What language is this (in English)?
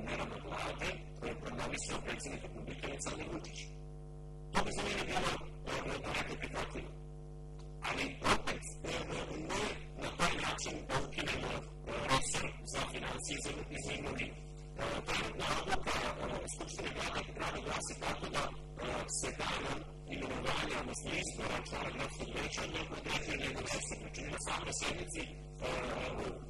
Serbian